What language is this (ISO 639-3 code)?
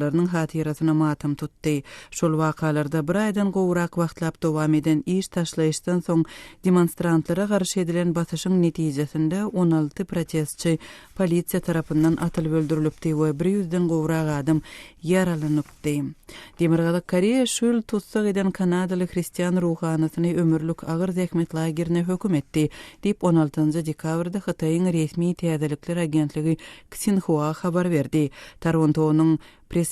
tuk